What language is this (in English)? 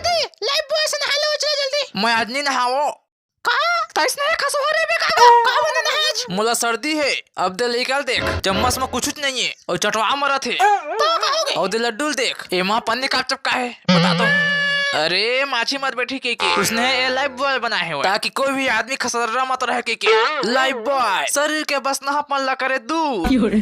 Chhattisgarhi